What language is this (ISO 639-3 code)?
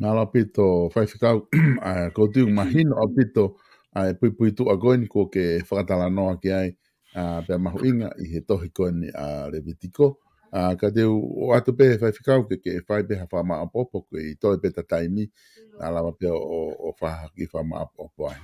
ton